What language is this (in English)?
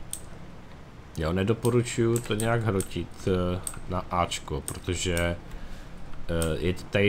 Czech